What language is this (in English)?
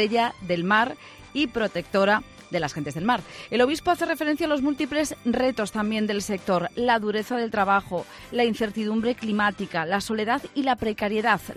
Spanish